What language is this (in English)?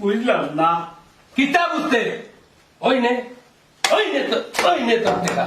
Sylheti